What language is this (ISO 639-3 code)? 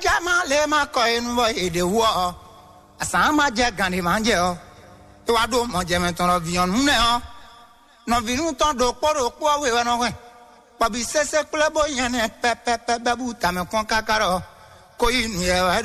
fon